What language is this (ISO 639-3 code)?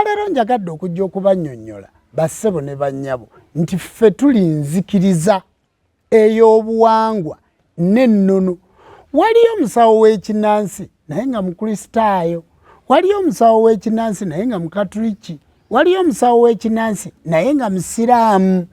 lug